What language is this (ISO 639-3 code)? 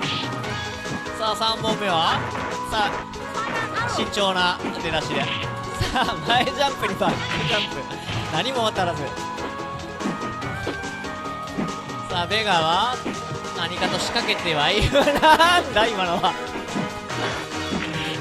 jpn